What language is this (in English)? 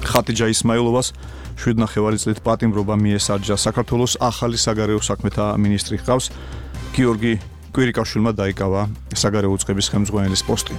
Georgian